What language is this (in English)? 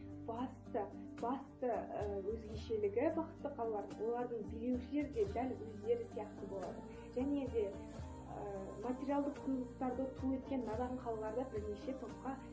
Kazakh